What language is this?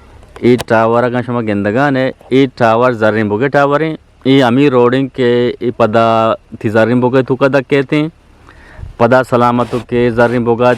Eastern Balochi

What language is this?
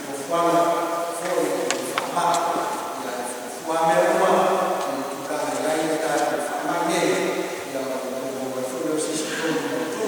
Samoan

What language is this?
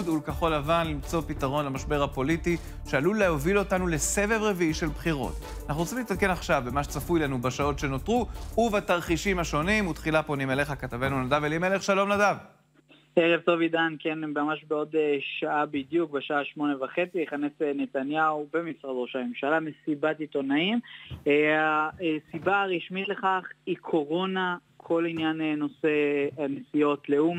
Hebrew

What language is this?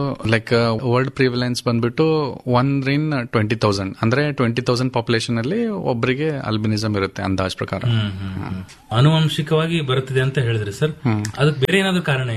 Kannada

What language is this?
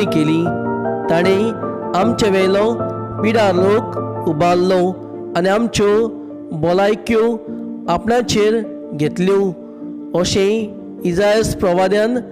Konkani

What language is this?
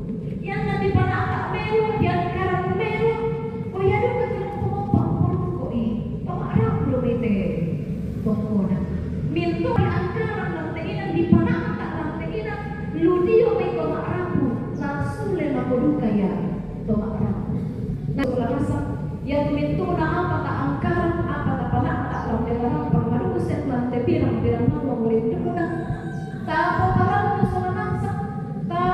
Toraja-Sa'dan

